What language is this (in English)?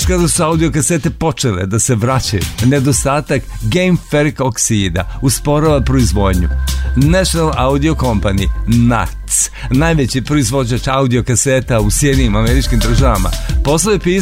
Serbian